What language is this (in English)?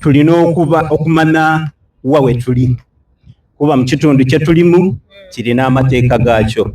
Soga